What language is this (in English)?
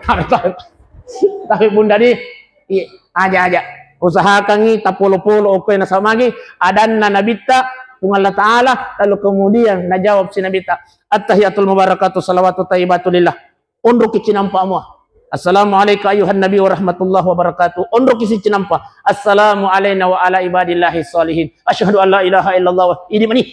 Buginese